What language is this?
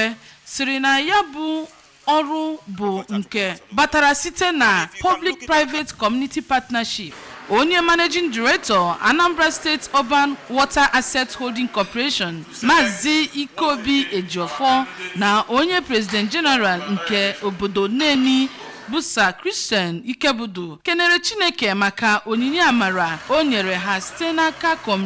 Igbo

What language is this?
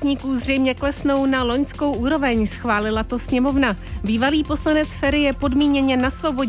Czech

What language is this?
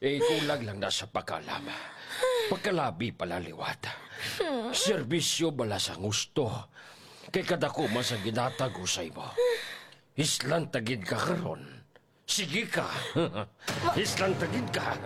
Hiligaynon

